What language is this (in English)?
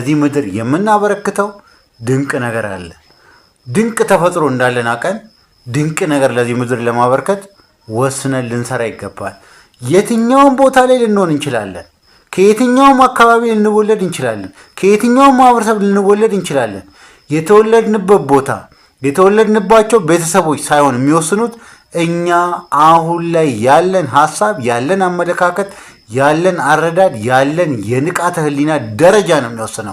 Amharic